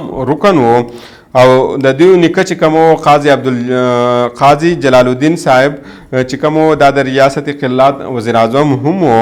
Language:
Pashto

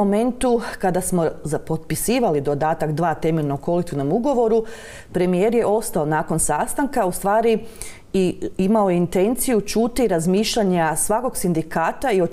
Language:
Croatian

